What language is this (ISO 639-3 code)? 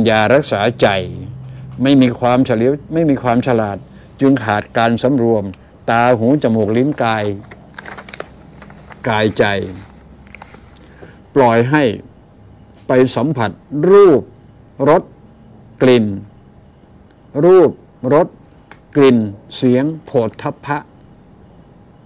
tha